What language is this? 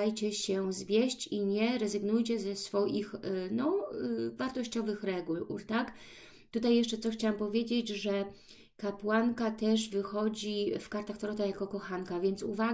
Polish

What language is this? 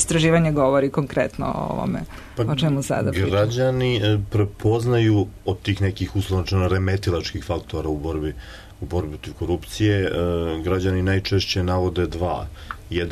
Serbian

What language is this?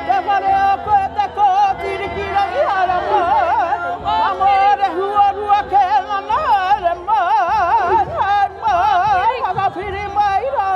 Māori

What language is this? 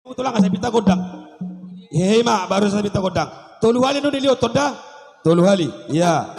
Batak Toba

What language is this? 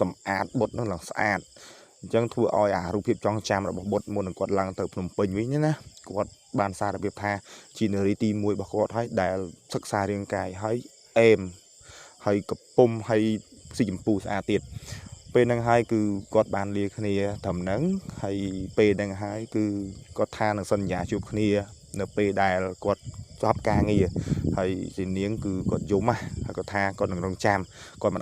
Khmer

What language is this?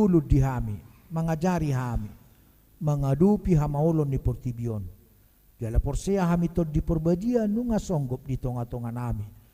Batak Toba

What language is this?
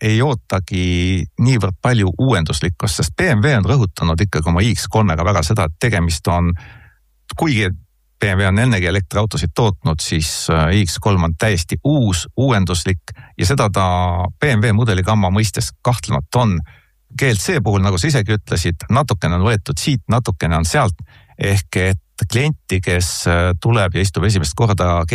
Estonian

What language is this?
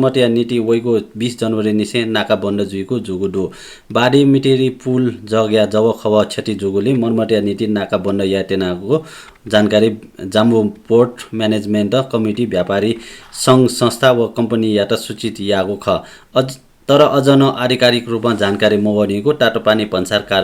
Newari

